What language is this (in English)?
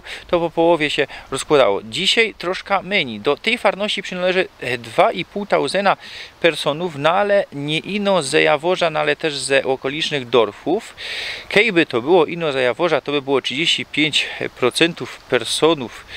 Silesian